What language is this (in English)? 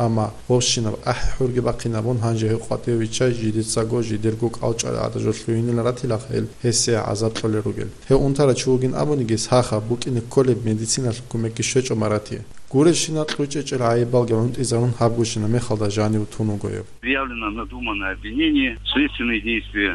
Avaric